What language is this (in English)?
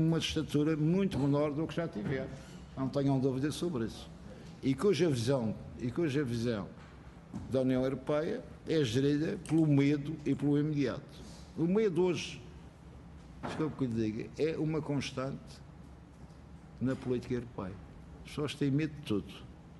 Portuguese